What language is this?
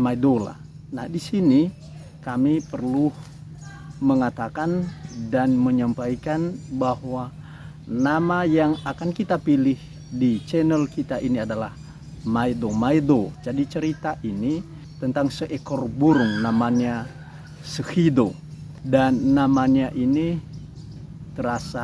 Nias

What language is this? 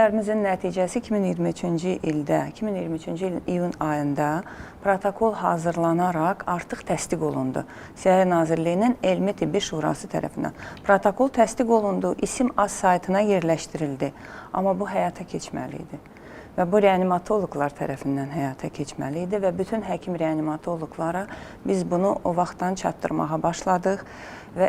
Azerbaijani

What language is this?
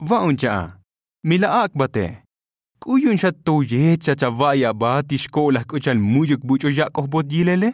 Tzotzil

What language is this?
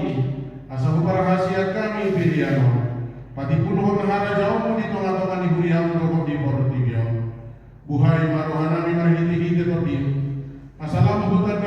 Batak Toba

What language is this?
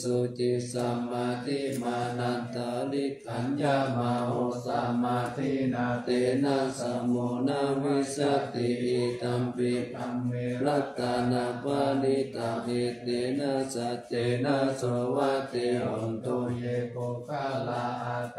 Pali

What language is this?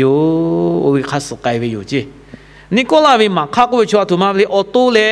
Lahu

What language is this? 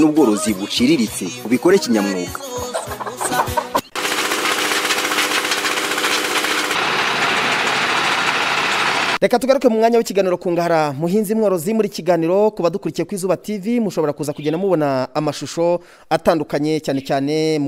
Kinyarwanda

